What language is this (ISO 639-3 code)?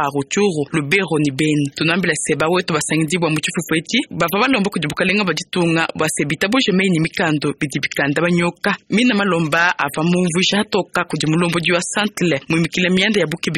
lua